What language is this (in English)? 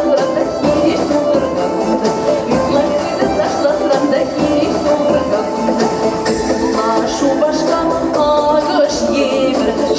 Chuvash